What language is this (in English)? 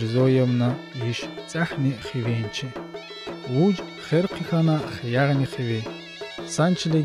Tsakhur